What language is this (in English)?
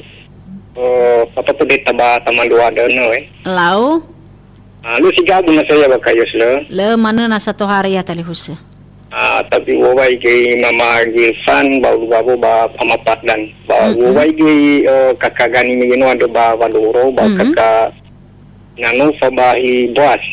Nias